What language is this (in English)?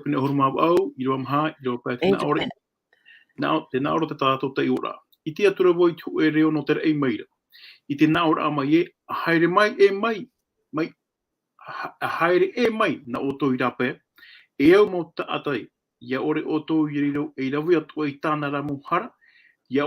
Tahitian